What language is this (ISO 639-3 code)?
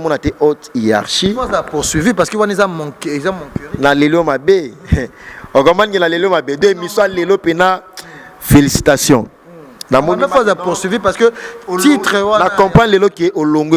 lin